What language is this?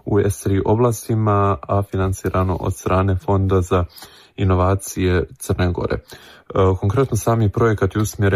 Serbian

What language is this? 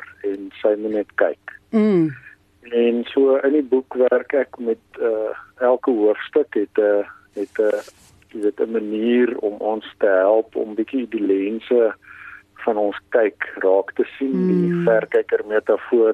Afrikaans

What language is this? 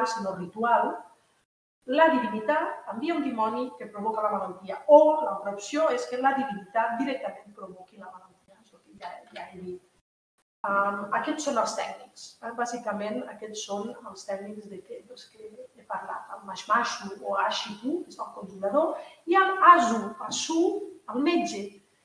Catalan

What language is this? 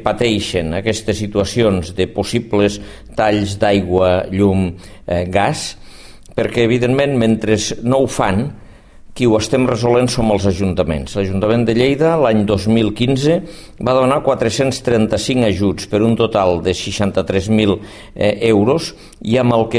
Catalan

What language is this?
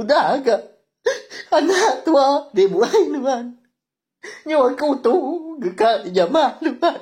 Iban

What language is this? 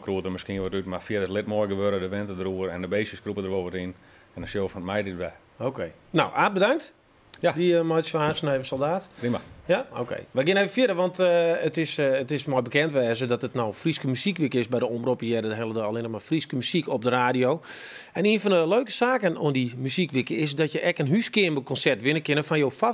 Western Frisian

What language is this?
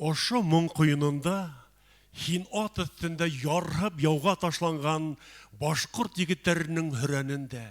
Bashkir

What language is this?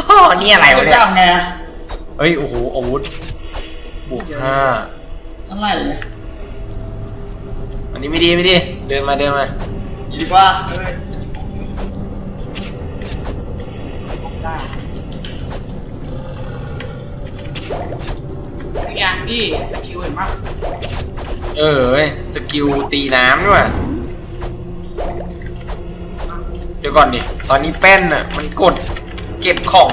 Thai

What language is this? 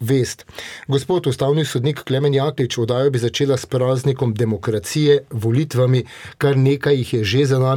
Slovenian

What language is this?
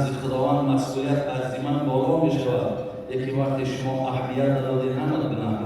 Tajik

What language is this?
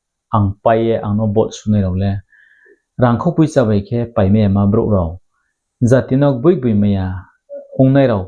Riang (India)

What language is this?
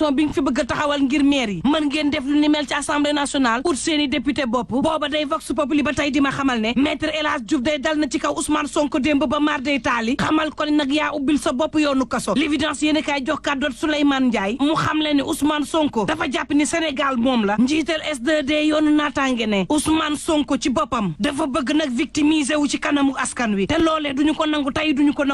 Wolof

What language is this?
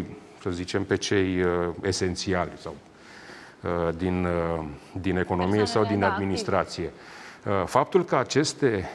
Romanian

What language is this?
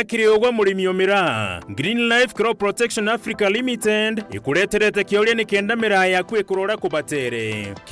Meru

